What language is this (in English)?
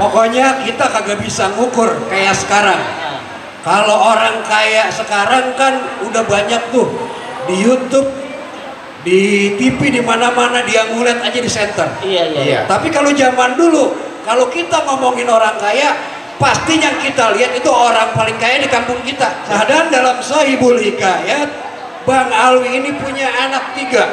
Betawi